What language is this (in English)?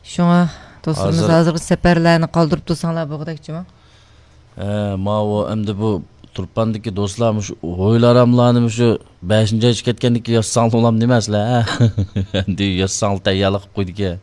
Uyghur